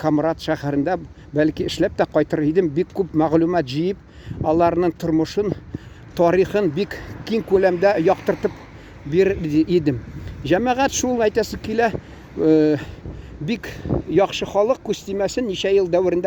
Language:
Tatar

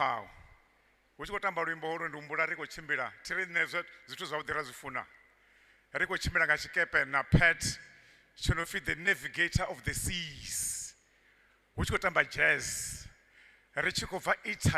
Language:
Venda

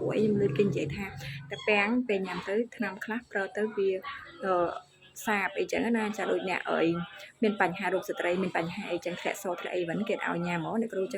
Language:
Khmer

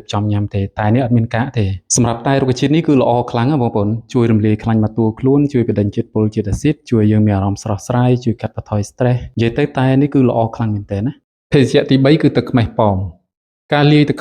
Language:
Khmer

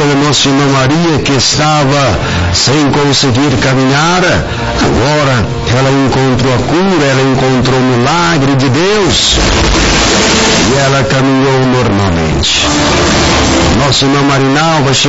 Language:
Portuguese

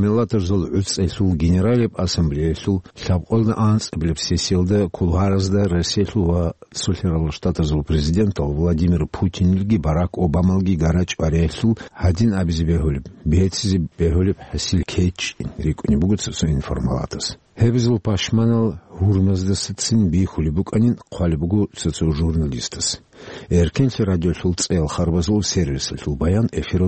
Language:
Avaric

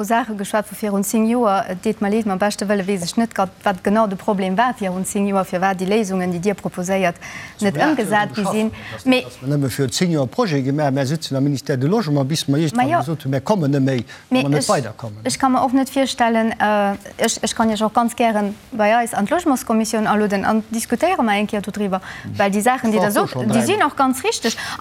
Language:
Luxembourgish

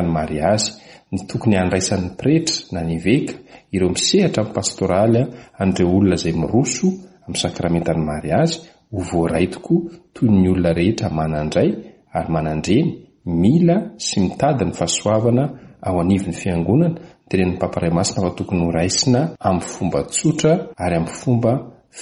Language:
Malagasy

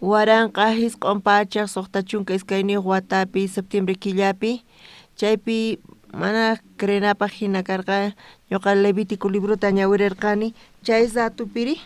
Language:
South Bolivian Quechua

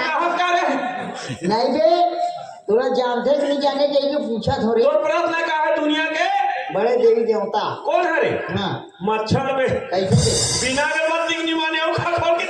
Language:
Chhattisgarhi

